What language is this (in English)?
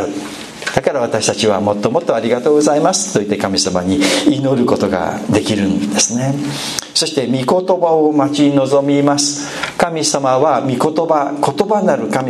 Japanese